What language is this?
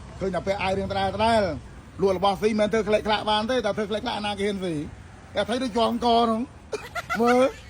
Khmer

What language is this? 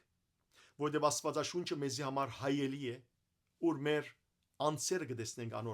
Western Armenian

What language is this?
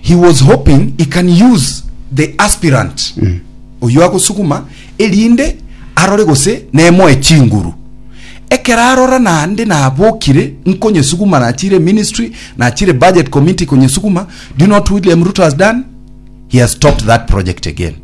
Gusii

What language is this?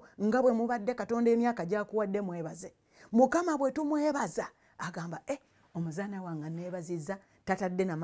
Ganda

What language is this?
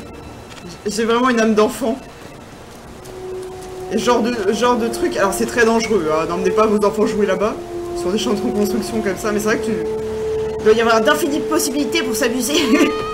French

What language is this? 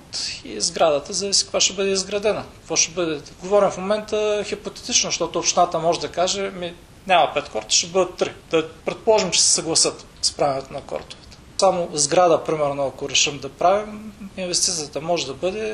Bulgarian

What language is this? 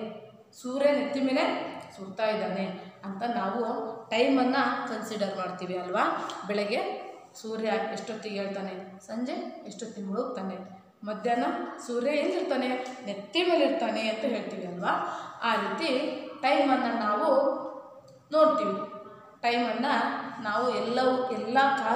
Kannada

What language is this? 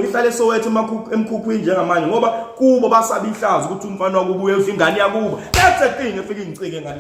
Zulu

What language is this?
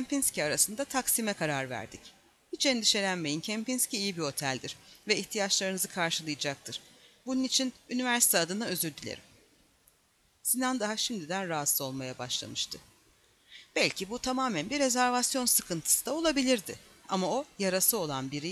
Turkish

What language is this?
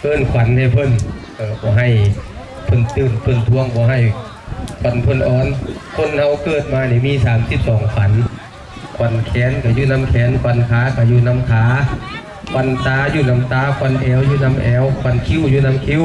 Northeastern Thai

